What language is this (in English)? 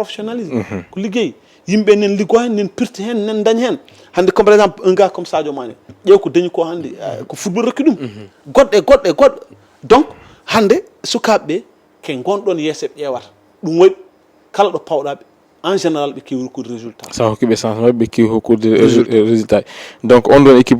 Fula